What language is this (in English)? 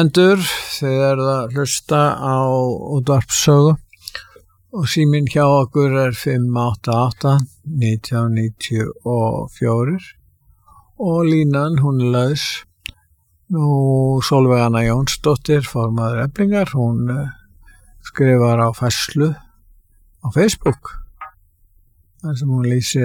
Icelandic